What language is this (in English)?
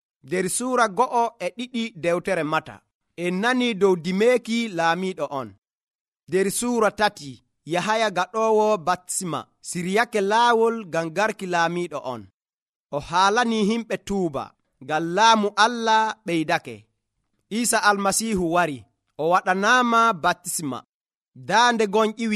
Nigerian Fulfulde